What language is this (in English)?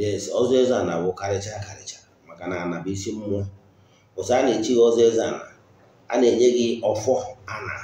Igbo